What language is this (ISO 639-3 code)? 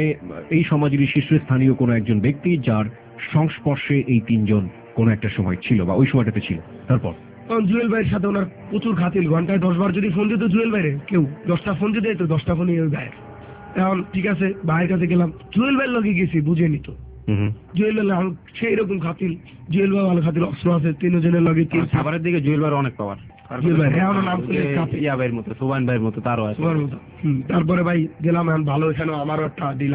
ben